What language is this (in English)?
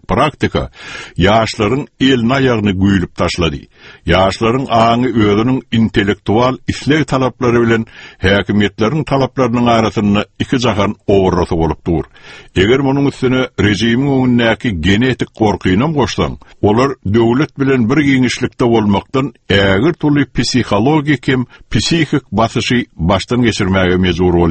Turkmen